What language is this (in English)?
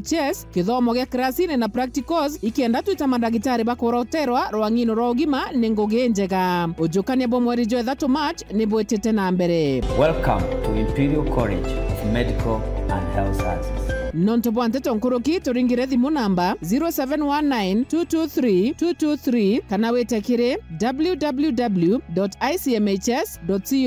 Meru